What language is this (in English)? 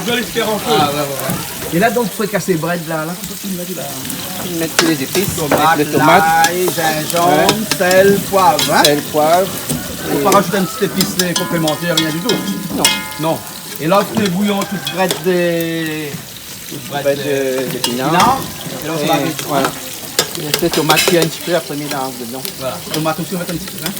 Réunion Creole French